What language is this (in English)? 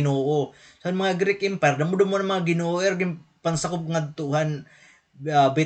Waray